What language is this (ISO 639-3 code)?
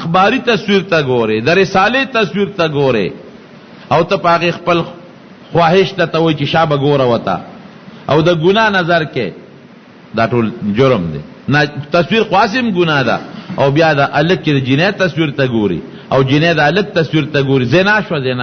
pus